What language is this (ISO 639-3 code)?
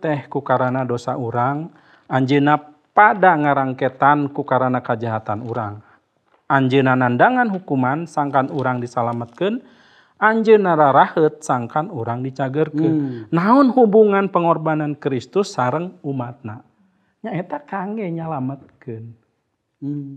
sun